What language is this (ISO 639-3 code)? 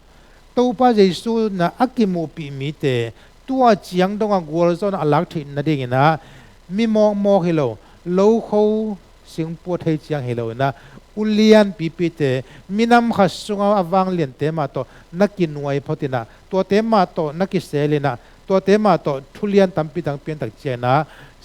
ctd